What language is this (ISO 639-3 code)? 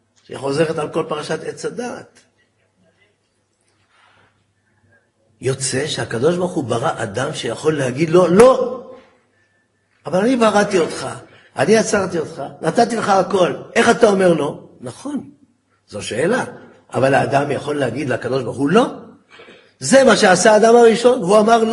heb